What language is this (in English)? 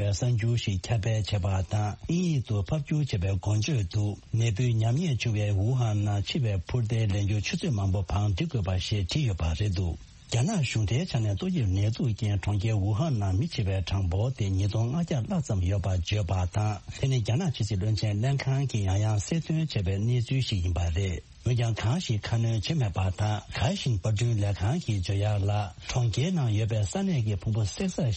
Tibetan